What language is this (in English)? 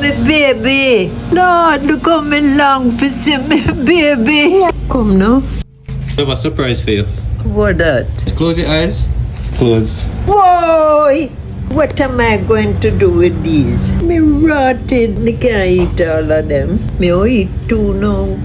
Jamaican Creole English